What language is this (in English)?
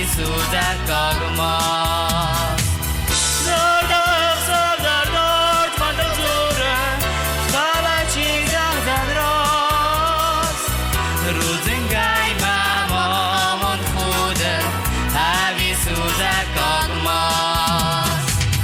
Ossetic